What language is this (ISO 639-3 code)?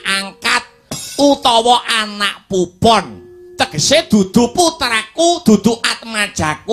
jav